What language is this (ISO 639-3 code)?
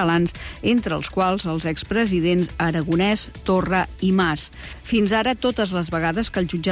cat